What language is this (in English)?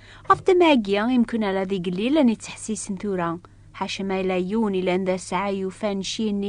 Kabyle